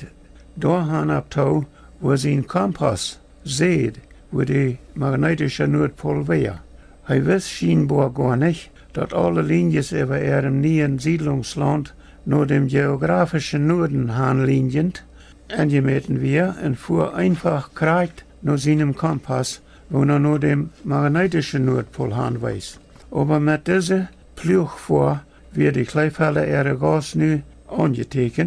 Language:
Plautdietsch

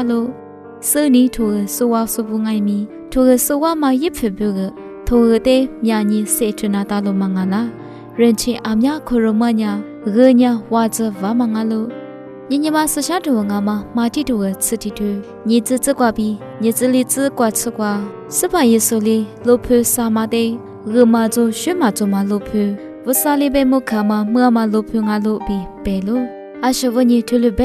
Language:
Lisu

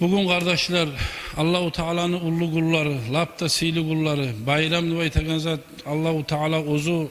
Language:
Kumyk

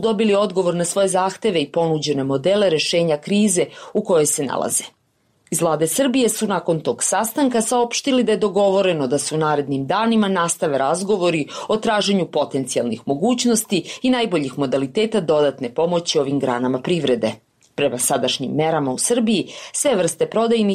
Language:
Serbian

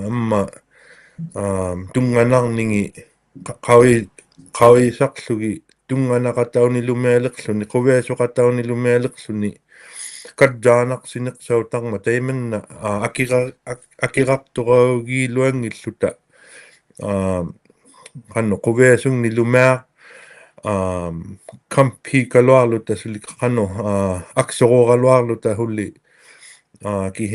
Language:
Inuktitut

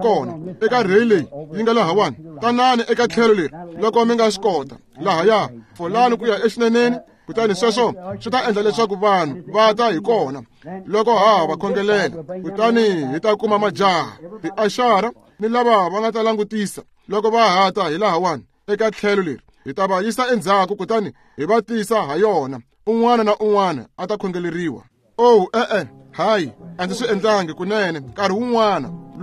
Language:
Tsonga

